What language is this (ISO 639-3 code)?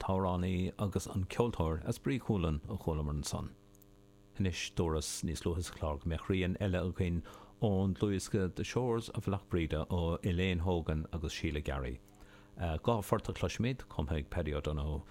gle